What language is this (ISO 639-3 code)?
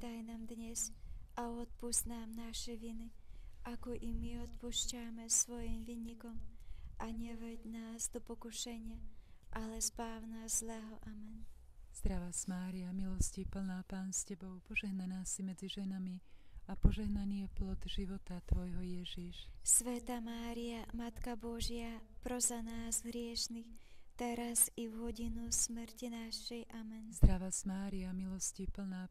slk